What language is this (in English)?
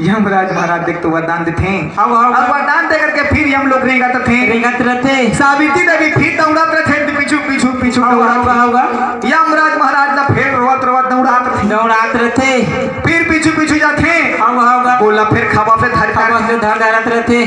Chhattisgarhi